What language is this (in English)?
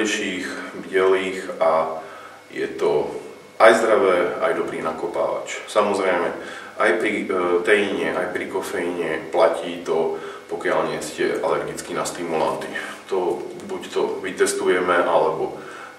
Slovak